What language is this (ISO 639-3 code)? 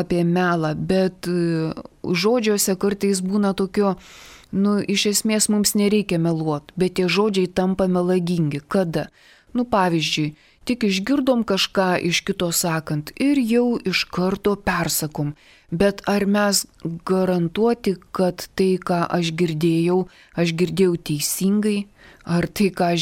lit